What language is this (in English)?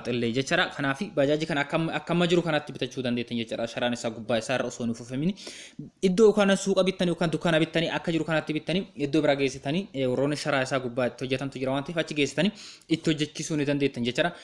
Oromo